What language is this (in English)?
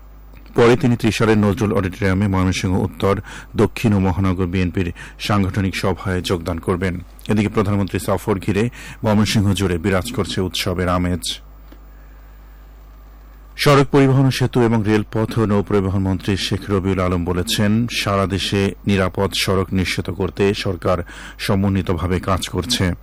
Bangla